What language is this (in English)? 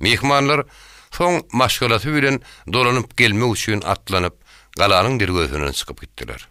Turkmen